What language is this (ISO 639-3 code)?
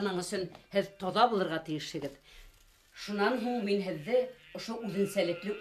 bak